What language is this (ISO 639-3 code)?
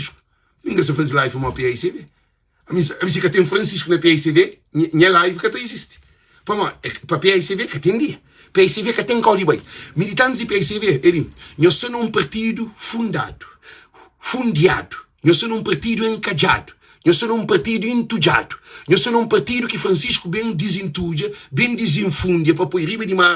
kea